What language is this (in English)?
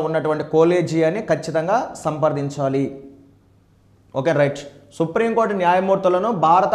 Telugu